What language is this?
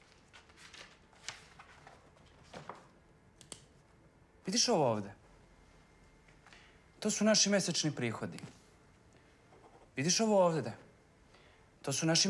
Serbian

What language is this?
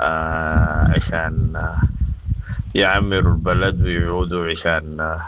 Sudanese Arabic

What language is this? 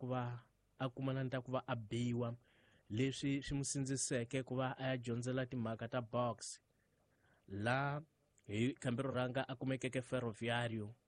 Tsonga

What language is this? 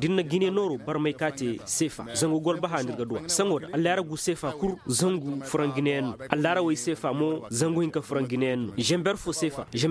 Koyraboro Senni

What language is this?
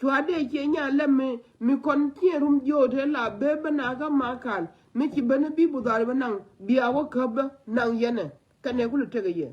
Nuer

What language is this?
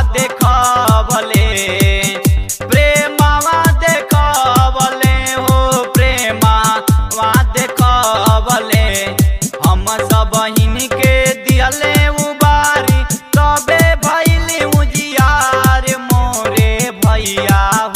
Bhojpuri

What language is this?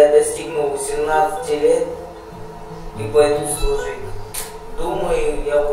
Russian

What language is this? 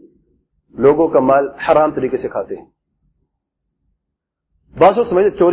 Urdu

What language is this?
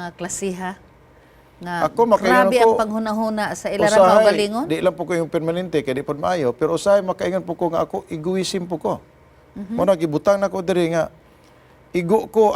Cebuano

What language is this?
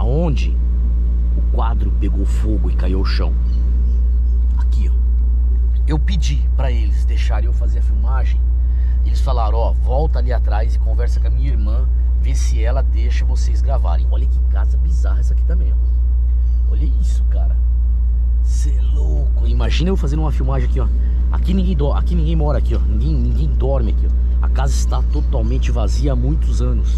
Portuguese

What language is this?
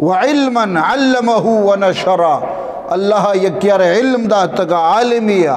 Eastern Balochi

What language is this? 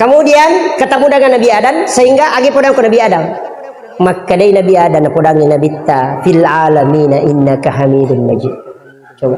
Buginese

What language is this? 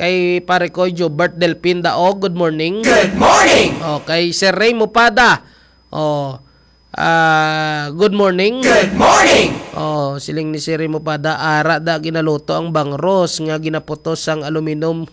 Hiligaynon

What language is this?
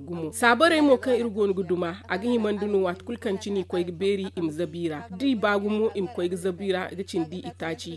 Zarma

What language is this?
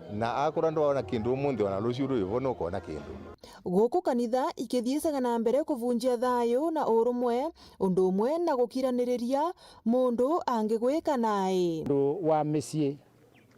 Meru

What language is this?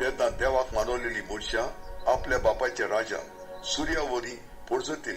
Konkani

